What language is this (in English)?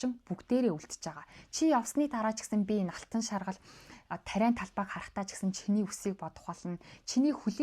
Mongolian